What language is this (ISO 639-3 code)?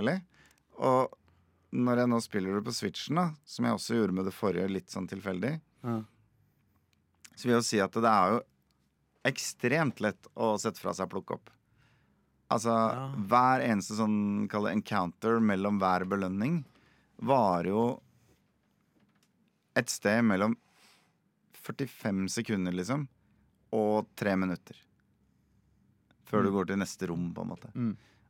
nor